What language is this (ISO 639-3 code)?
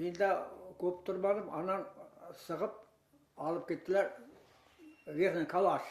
bak